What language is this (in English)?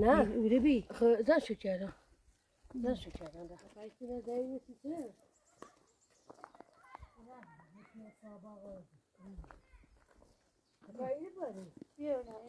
Persian